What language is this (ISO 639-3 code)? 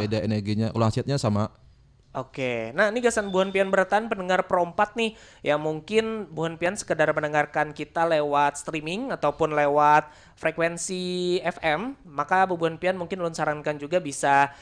bjn